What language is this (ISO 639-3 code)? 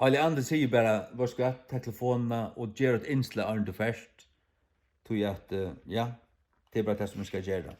fao